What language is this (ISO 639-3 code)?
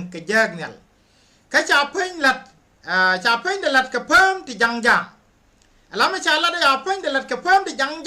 nus